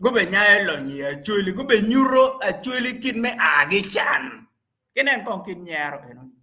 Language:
Acoli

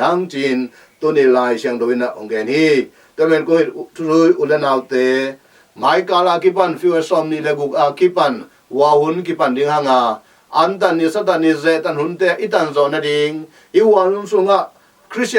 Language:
Tedim Chin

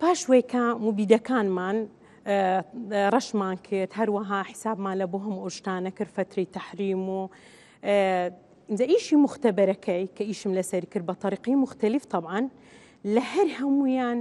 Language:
Central Kurdish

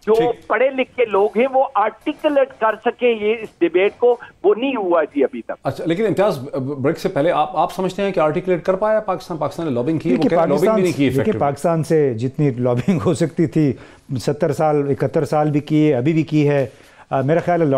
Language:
Urdu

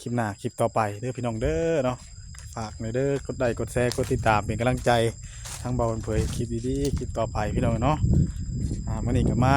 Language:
Northeastern Thai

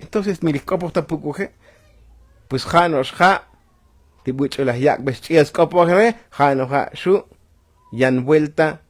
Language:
Tzotzil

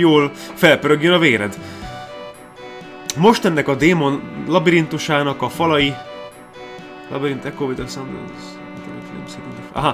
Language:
Hungarian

